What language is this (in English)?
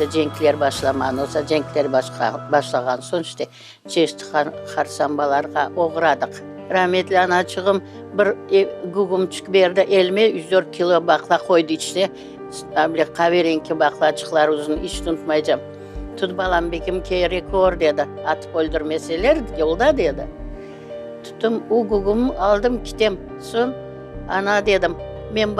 Crimean Tatar